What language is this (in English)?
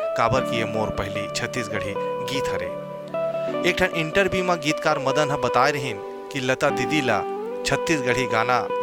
Chhattisgarhi